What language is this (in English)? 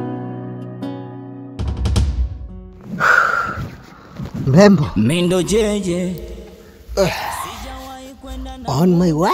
Swahili